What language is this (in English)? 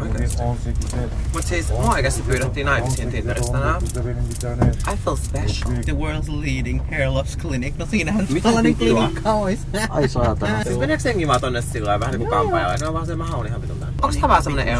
Finnish